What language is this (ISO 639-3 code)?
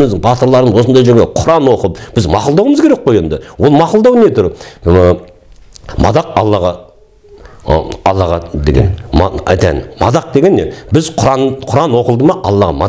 kaz